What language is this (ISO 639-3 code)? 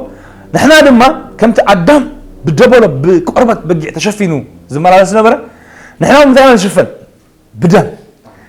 tir